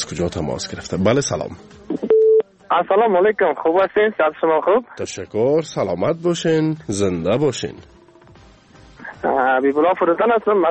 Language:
Persian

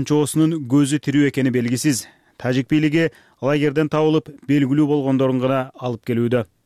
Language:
Kyrgyz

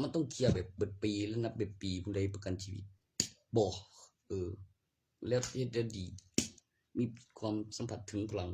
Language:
Northeastern Thai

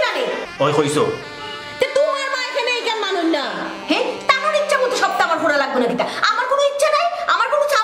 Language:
Sylheti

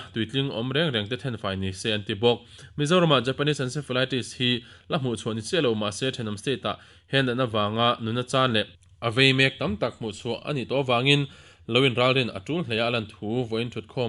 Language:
Mizo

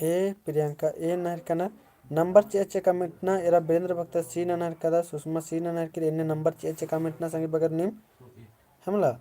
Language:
Kurukh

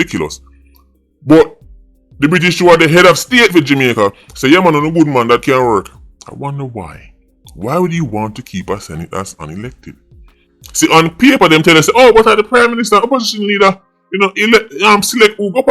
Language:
Jamaican Creole English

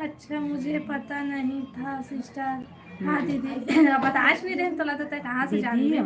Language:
Chhattisgarhi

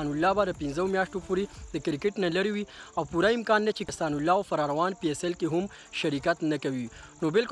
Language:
Pashto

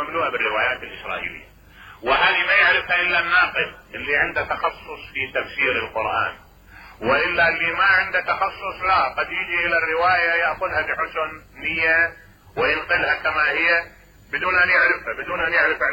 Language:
Mesopotamian Arabic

